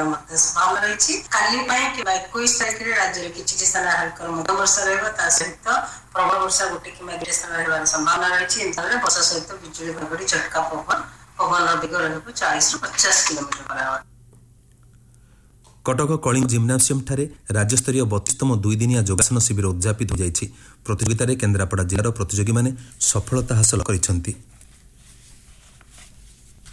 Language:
Odia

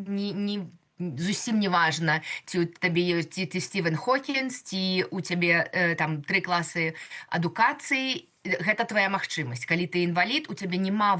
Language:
Belarusian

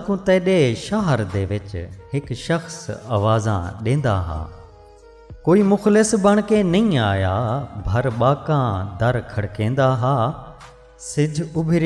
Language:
Saraiki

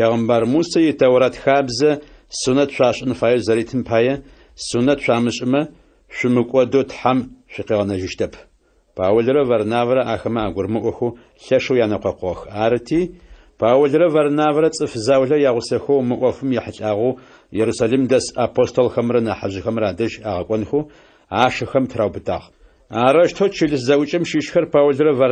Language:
Adyghe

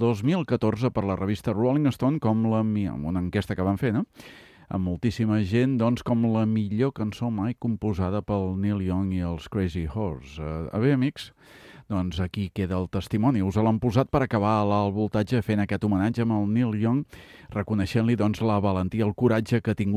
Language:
Catalan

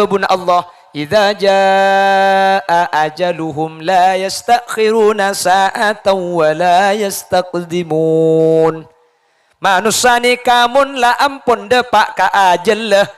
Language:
Madurese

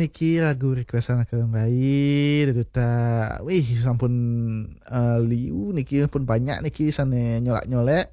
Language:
Balinese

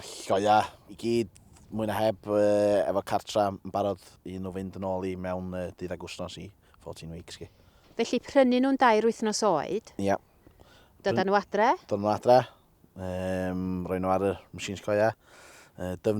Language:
Welsh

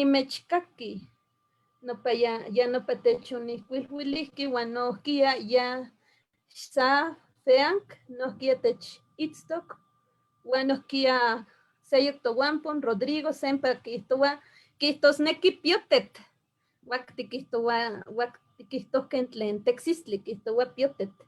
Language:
Eastern Huasteca Nahuatl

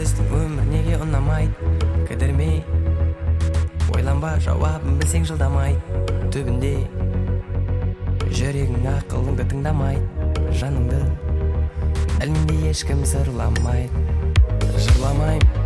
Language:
Kazakh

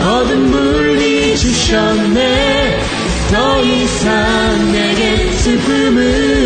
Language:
Korean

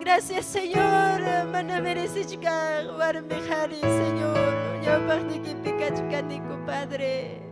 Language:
Ayacucho Quechua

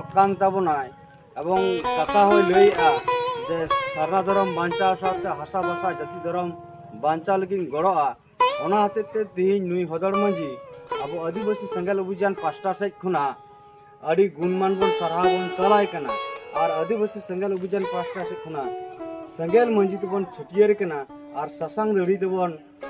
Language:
Santali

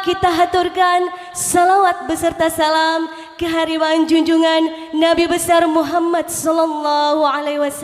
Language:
Banjar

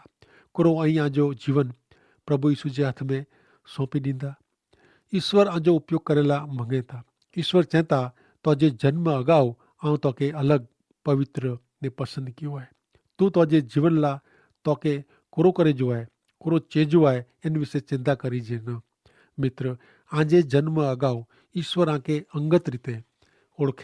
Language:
Kachhi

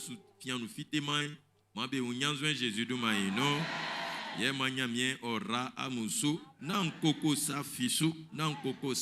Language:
Baoulé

